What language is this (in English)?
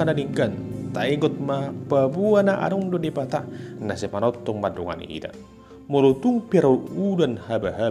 Batak Toba